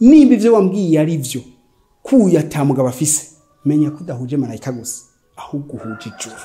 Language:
Rundi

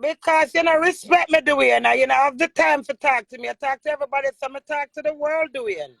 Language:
Jamaican Creole English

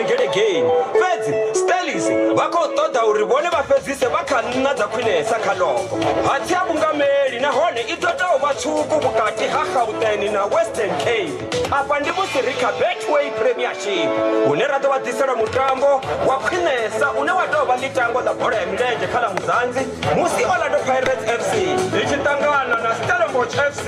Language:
Venda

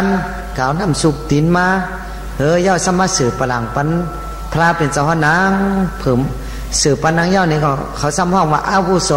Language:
Shan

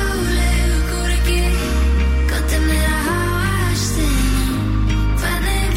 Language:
Icelandic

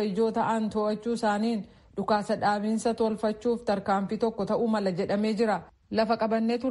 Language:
Oromo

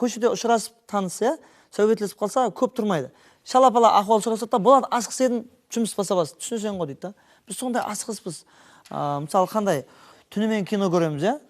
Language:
Kara-Kalpak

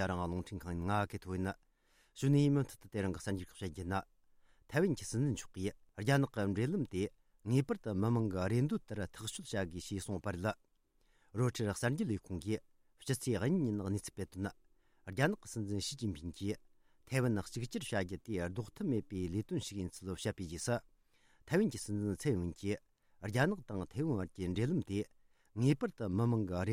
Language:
Tibetan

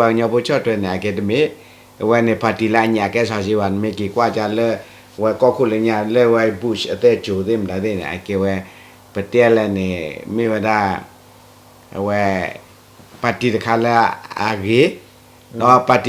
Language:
S'gaw Karen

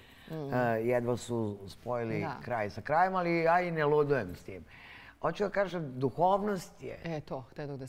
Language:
Serbian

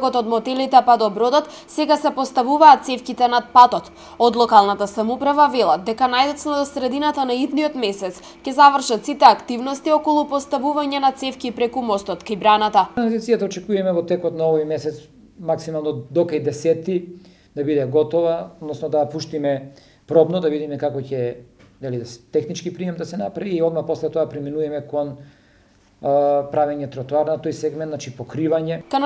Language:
Macedonian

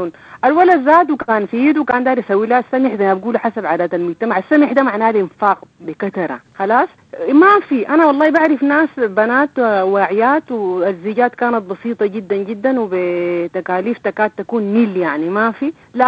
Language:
Sudanese Arabic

